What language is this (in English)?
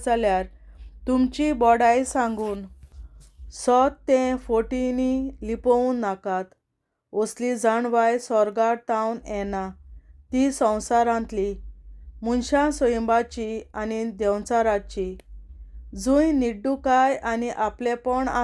Konkani